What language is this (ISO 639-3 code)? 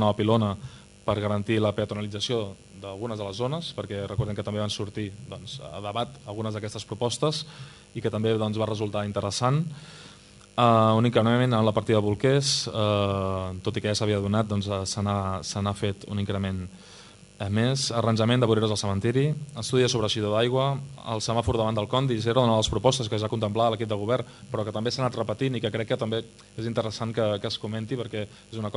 cat